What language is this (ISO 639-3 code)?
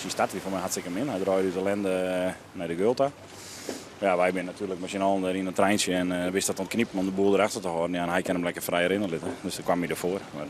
fry